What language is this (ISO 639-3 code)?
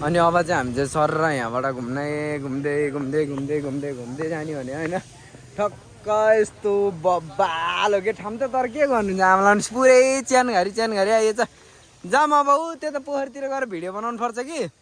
nep